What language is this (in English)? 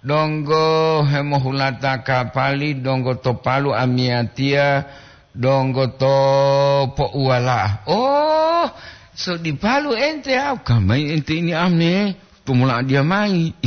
Gorontalo